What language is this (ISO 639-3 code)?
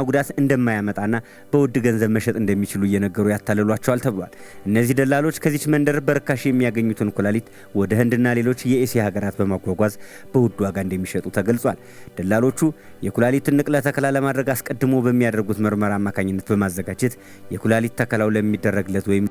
amh